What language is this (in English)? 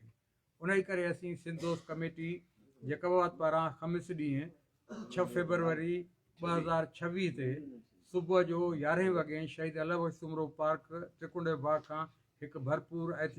Sindhi